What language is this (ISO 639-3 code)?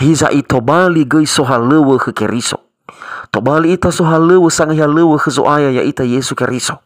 nia